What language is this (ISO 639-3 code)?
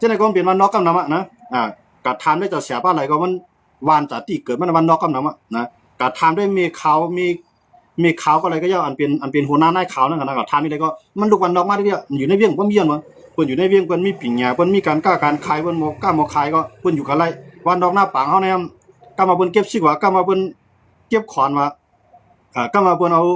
shn